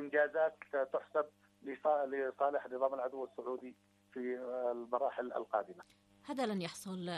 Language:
Arabic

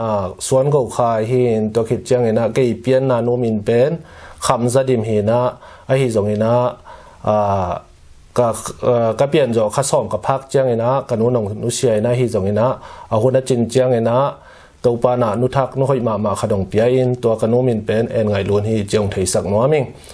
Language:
Tedim Chin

